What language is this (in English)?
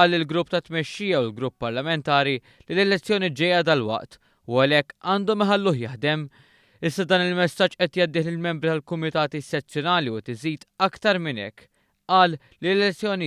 Maltese